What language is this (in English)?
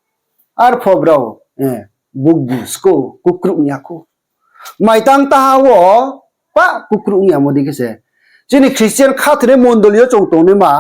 Riang (India)